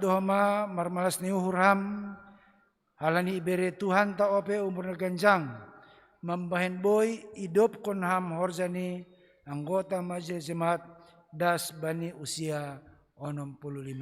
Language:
Batak Simalungun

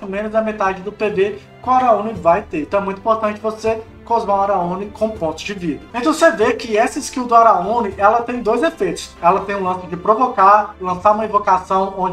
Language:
Portuguese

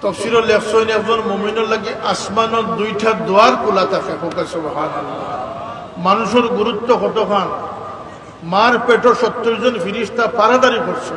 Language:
Sylheti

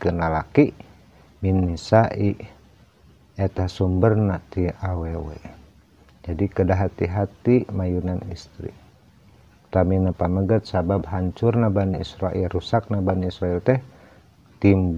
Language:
Sundanese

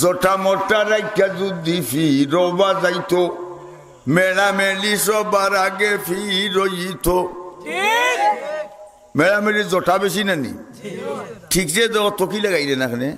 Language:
Sylheti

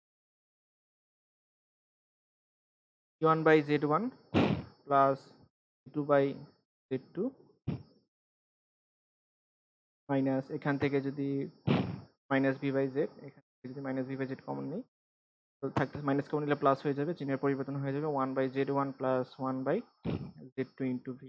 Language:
Bangla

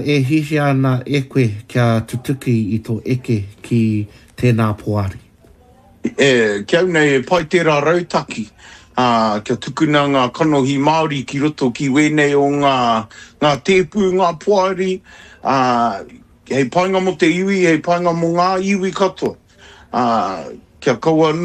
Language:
Māori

